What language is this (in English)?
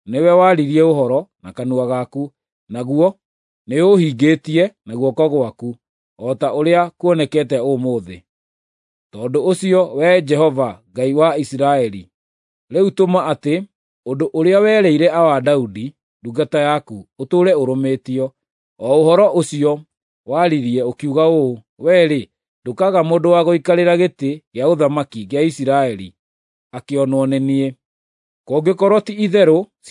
Kikuyu